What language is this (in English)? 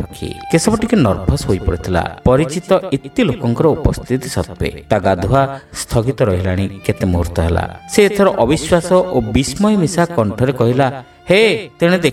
Odia